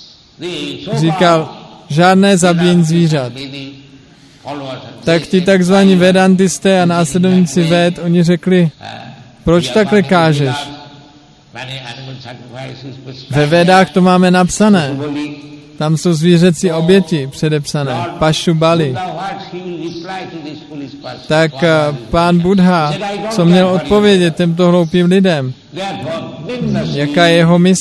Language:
Czech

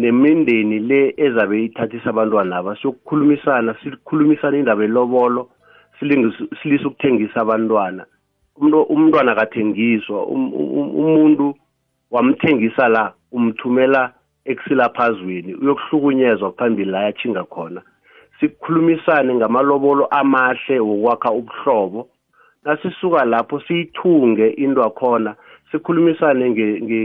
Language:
South Ndebele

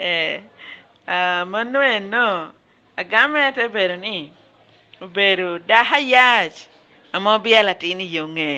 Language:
Lango (Uganda)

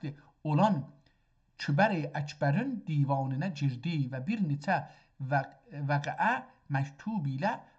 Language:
South Azerbaijani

